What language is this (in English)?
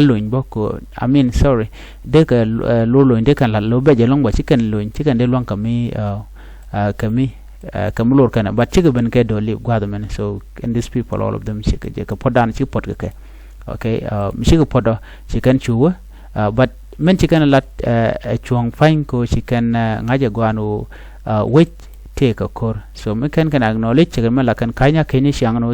Nuer